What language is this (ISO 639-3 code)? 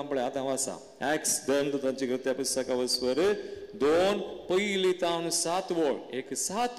kok